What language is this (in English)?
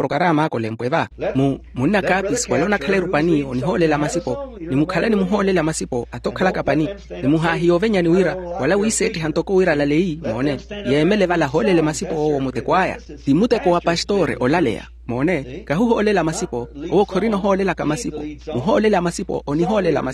Makhuwa